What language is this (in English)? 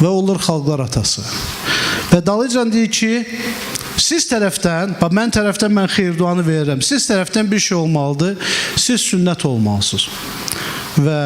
Azerbaijani